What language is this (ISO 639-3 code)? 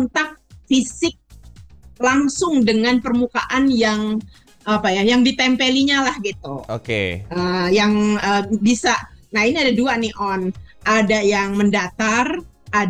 ind